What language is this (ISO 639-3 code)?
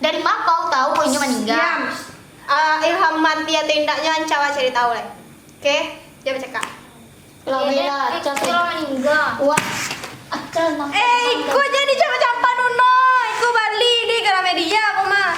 min